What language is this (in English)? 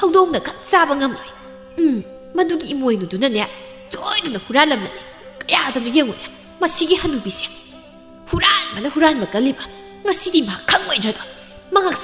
Manipuri